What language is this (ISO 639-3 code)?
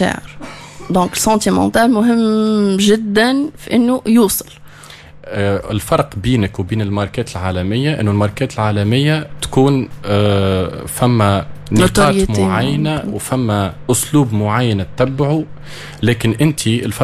aeb